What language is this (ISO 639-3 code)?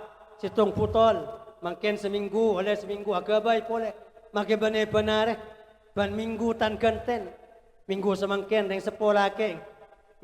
mad